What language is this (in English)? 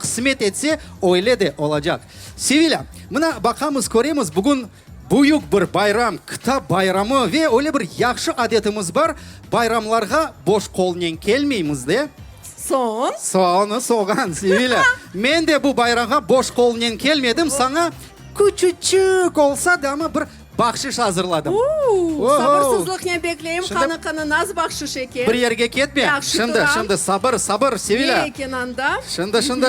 Crimean Tatar